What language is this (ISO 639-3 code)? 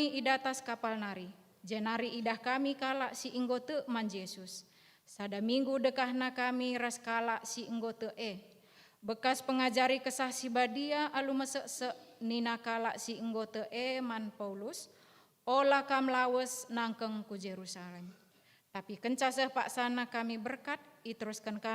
btx